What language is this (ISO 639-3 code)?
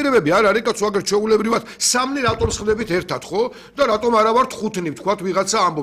kat